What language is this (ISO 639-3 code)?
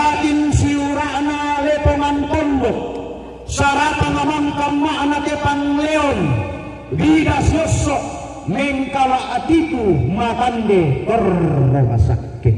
sda